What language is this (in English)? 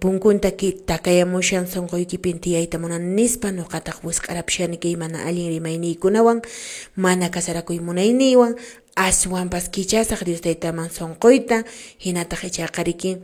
Quechua